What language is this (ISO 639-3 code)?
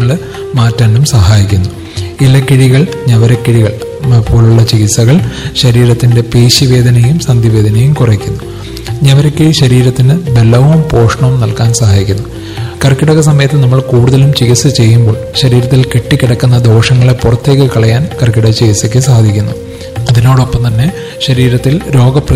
mal